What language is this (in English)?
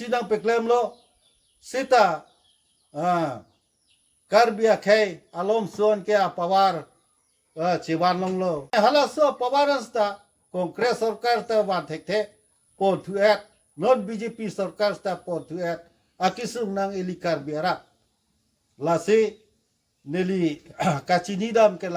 Karbi